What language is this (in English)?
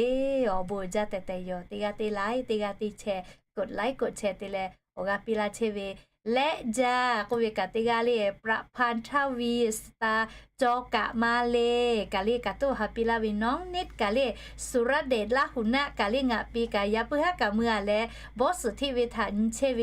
Lahu